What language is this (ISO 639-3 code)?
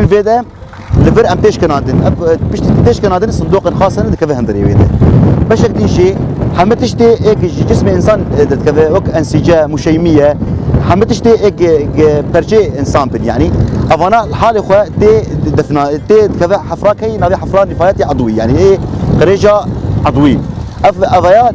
kur